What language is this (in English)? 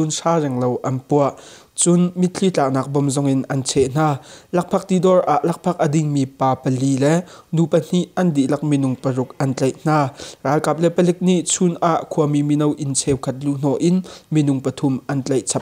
Hakha Chin